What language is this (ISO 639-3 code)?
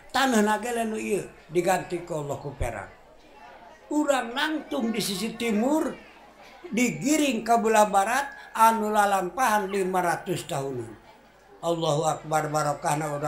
sun